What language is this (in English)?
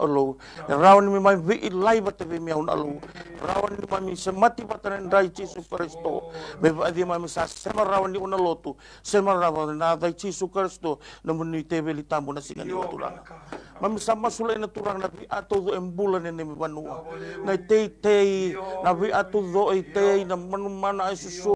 Fijian